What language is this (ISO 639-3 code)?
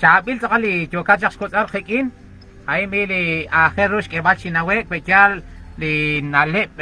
kek